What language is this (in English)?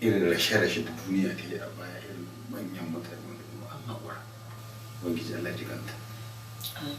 Hausa